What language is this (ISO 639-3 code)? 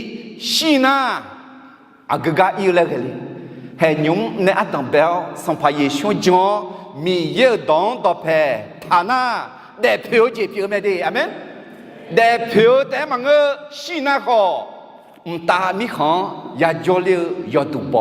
ahk